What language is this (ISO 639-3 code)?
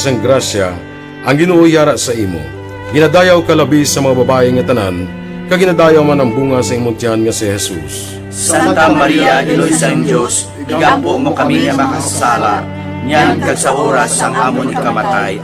hil